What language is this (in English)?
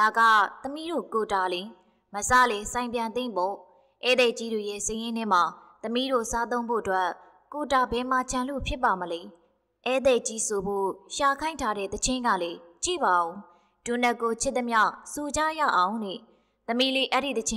Burmese